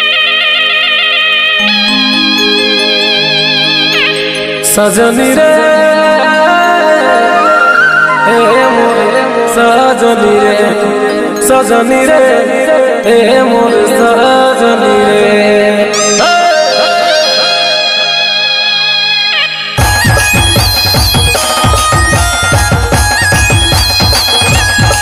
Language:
Sadri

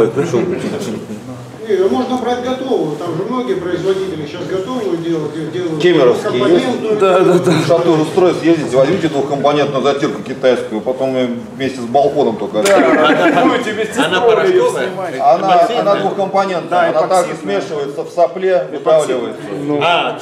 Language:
Russian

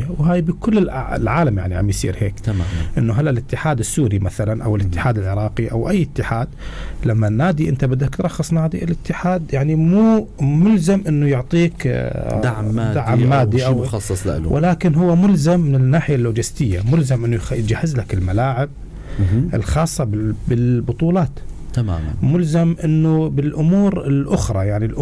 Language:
North Levantine Arabic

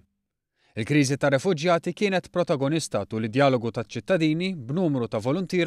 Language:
Maltese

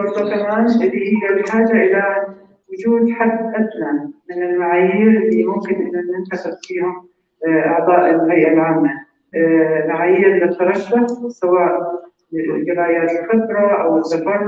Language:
North Levantine Arabic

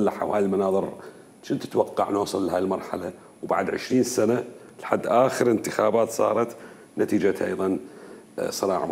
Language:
Mesopotamian Arabic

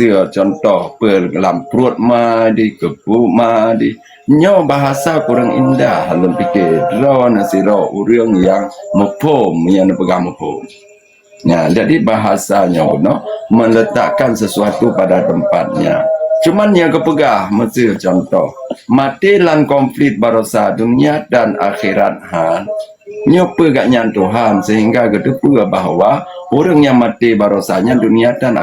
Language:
Achinese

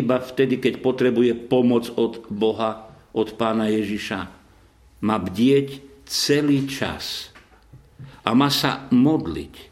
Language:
Slovak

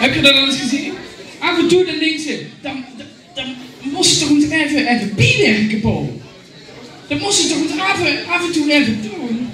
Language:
Limburgish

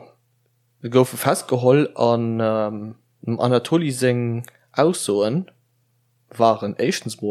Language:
Luxembourgish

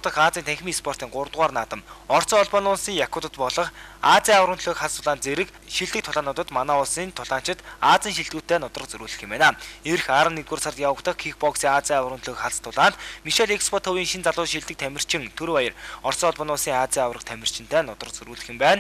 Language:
Mongolian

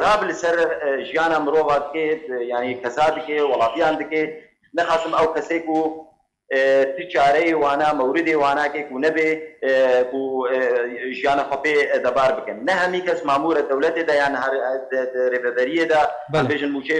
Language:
Kurdish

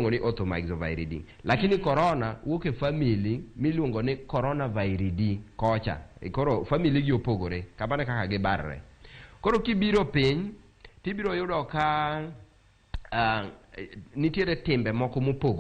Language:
Luo (Kenya and Tanzania)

